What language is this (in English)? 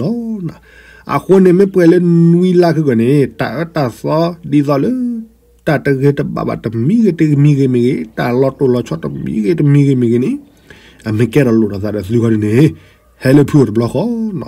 S'gaw Karen